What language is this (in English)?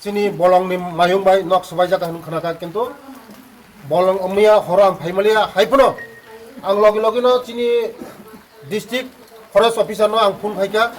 Kok Borok